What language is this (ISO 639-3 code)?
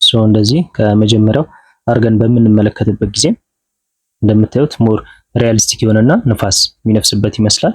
amh